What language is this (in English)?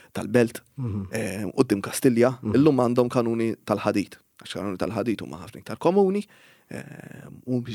Maltese